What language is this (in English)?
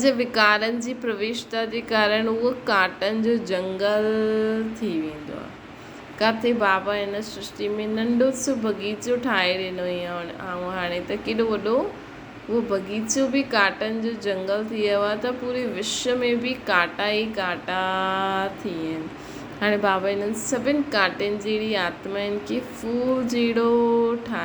Sindhi